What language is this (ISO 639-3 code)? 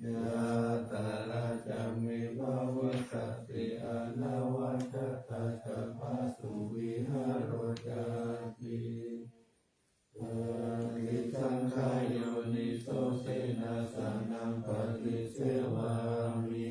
pli